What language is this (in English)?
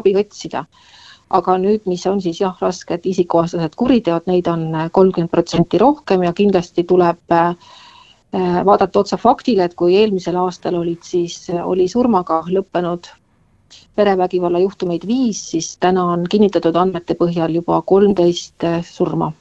Estonian